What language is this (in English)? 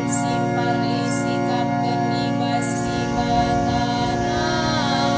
Batak Karo